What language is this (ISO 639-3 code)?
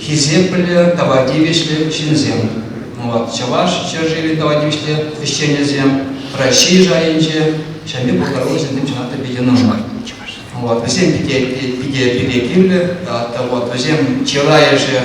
chv